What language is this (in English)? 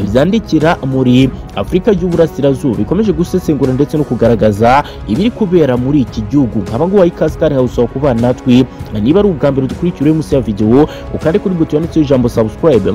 Kinyarwanda